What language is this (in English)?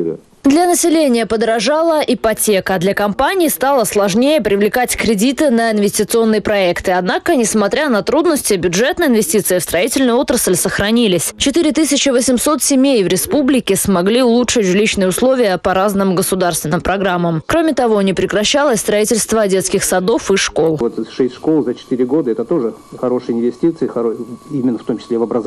Russian